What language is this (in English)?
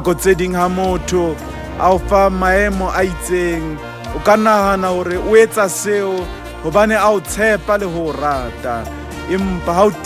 Southern Sotho